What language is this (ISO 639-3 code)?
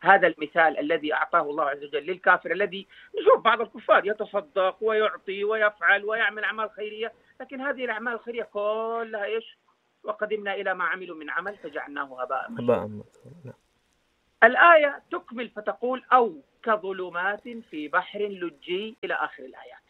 ars